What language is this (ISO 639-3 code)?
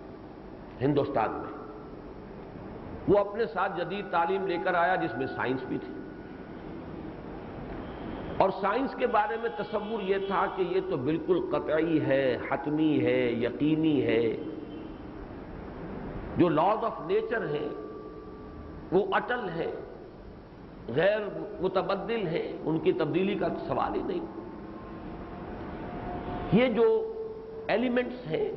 urd